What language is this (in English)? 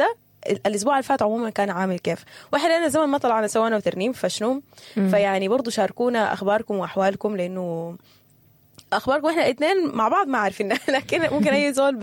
Sudanese Arabic